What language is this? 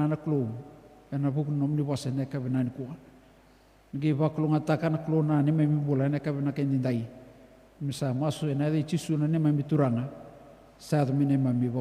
Fijian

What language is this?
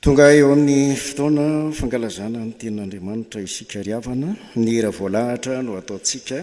Malagasy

